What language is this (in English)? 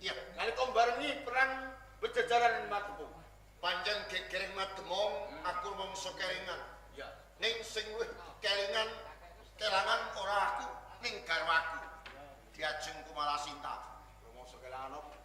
Javanese